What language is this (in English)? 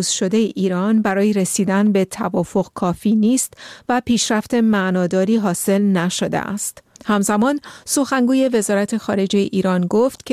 Persian